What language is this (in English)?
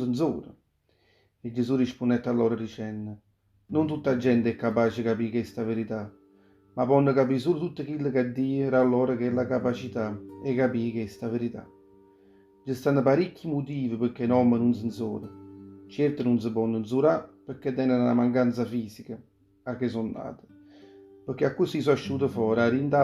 Neapolitan